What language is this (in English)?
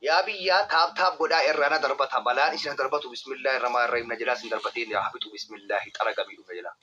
Oromo